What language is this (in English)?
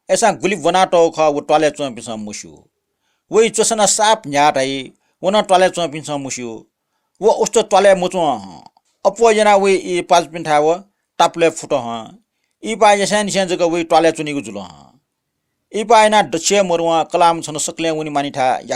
Newari